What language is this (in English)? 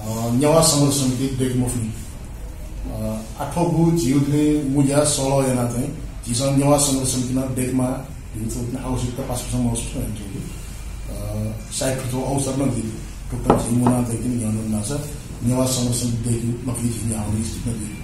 Newari